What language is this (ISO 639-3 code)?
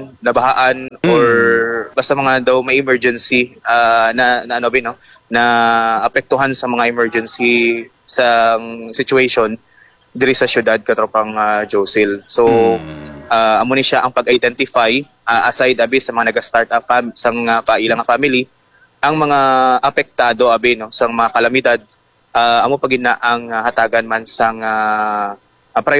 hil